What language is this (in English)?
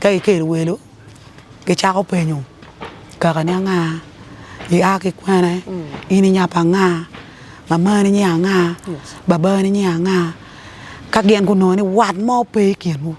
Acoli